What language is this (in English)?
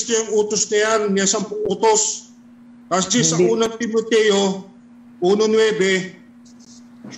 Filipino